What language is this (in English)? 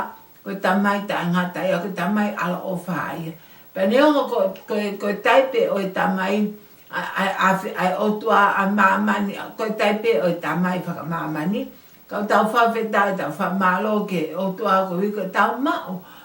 Tongan